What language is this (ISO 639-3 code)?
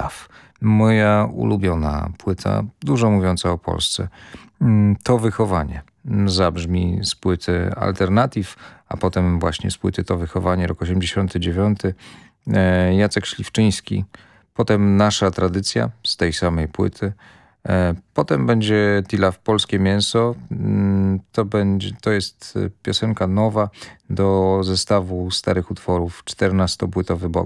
pol